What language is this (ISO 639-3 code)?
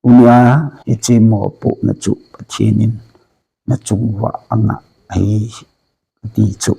tcz